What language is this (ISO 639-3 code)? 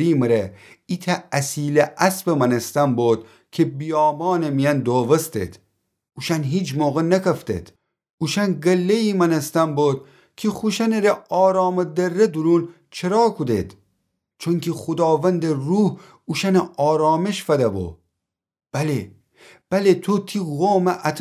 glk